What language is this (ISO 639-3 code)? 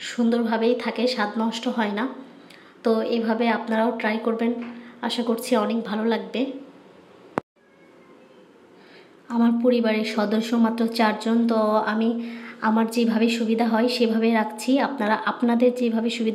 ben